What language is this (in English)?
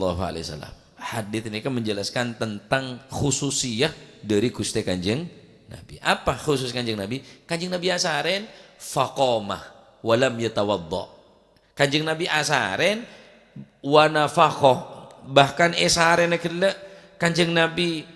Madurese